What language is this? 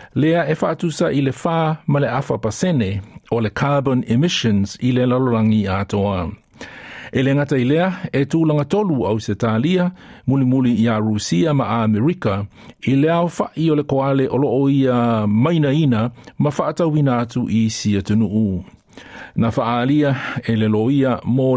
Samoan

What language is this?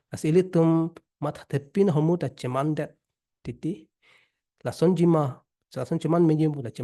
Karbi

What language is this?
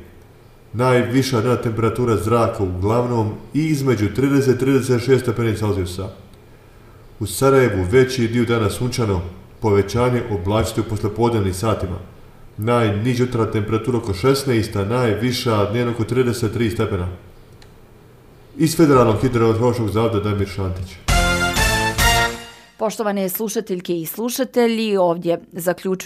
Bosnian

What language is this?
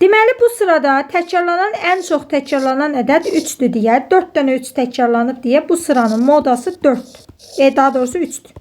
Azerbaijani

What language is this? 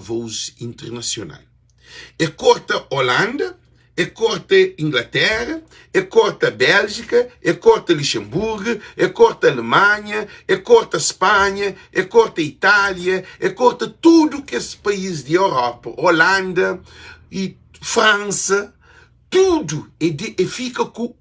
Kabuverdianu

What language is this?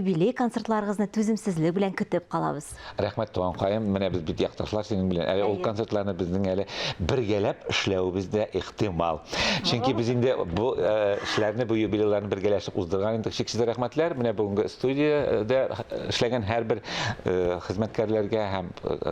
Tatar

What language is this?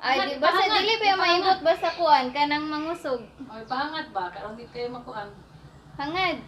Cebuano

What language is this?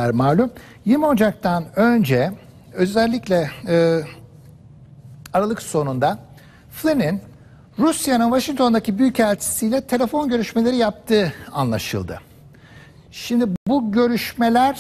Turkish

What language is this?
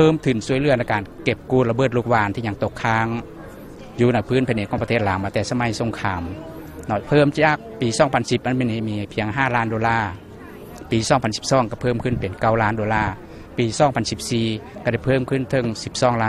Lao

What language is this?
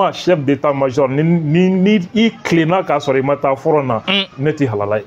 Bambara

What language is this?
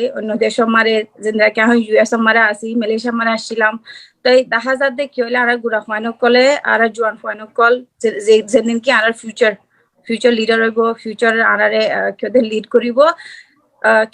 Rohingya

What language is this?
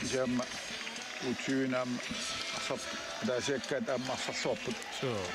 Kalaallisut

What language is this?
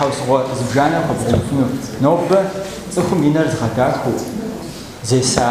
Kabardian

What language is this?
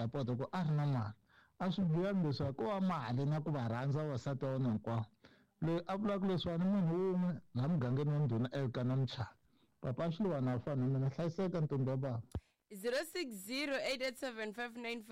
Tsonga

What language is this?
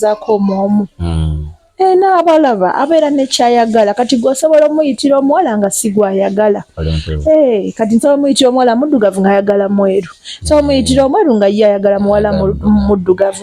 Ganda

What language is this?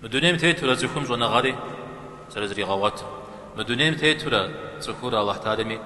Kabardian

